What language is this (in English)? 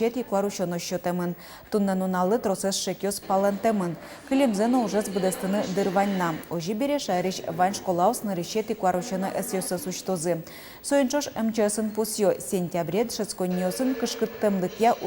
Udmurt